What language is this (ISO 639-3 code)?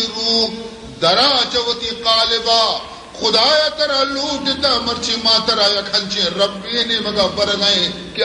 bal